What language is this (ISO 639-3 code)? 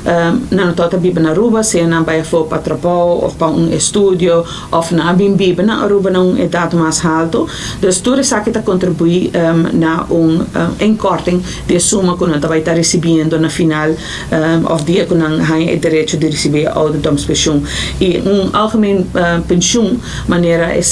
pap